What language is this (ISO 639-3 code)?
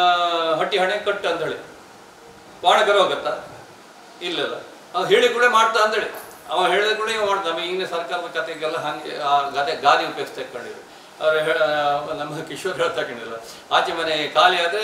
kan